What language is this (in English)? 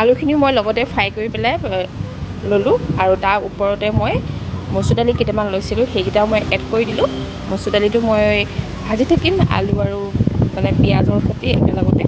Assamese